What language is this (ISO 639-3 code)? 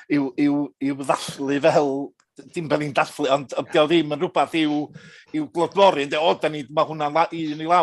cym